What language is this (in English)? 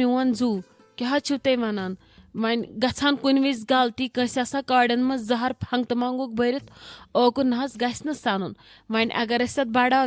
Kashmiri